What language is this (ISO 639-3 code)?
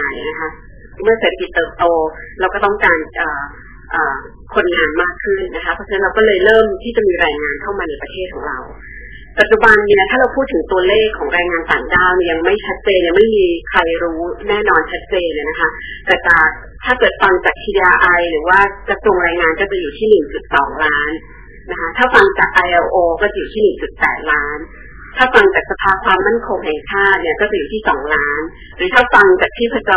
tha